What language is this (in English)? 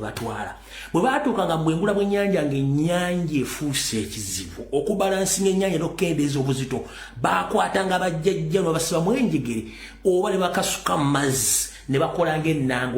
Ganda